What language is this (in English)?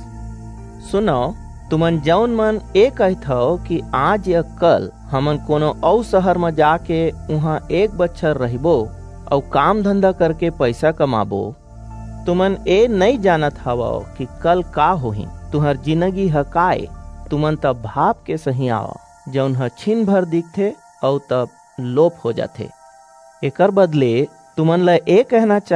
Chhattisgarhi